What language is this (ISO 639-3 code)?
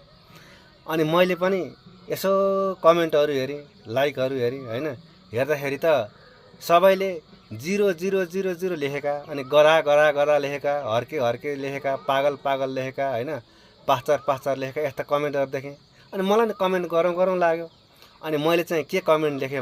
nep